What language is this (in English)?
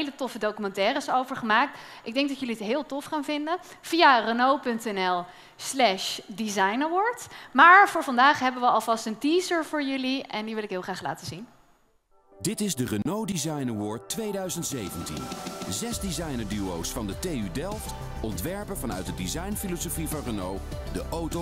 Dutch